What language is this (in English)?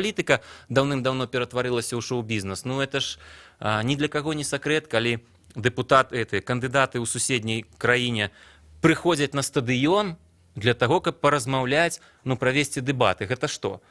Belarusian